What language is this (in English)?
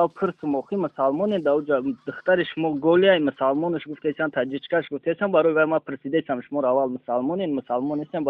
Tajik